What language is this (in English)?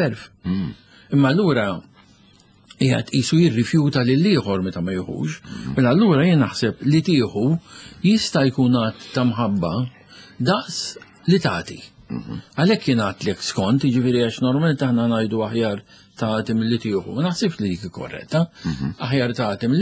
Maltese